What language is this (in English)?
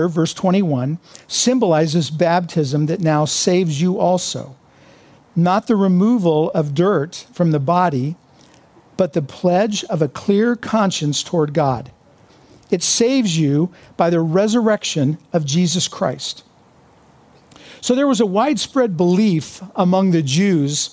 English